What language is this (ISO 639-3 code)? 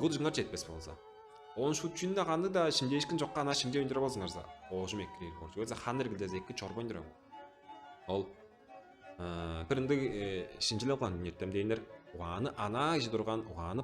tyv